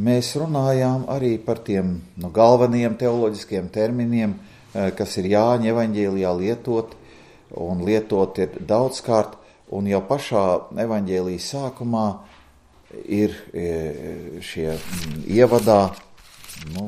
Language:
Latvian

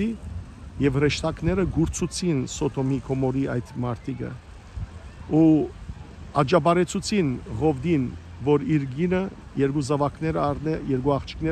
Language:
Western Armenian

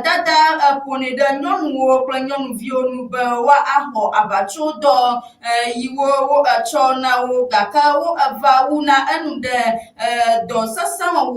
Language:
Ewe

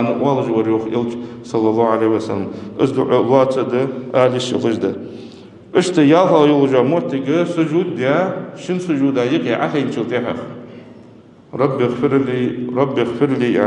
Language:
Ingush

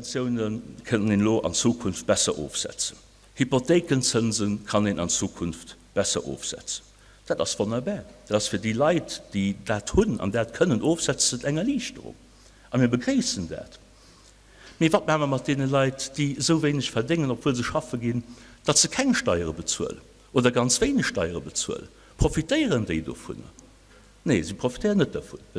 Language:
Luxembourgish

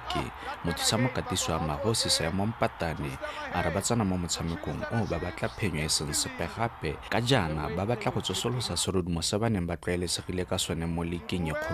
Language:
Tswana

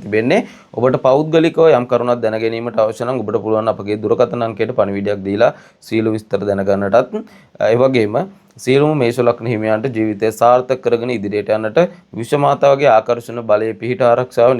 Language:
Sinhala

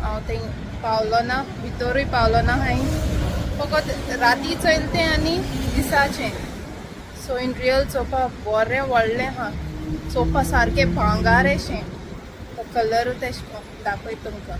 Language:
Konkani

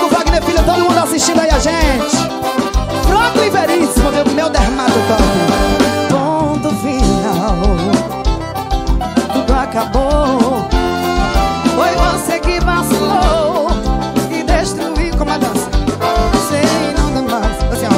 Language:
Portuguese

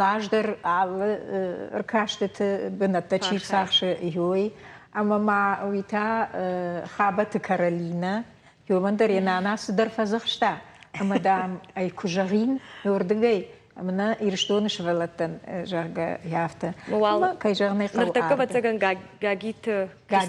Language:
Ossetic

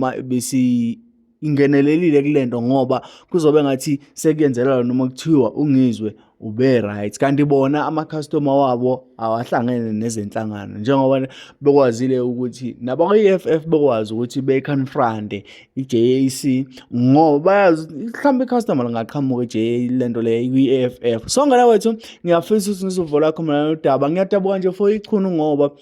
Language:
Zulu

